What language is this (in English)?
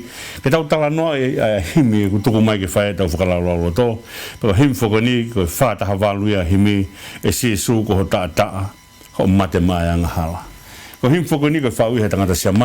Tongan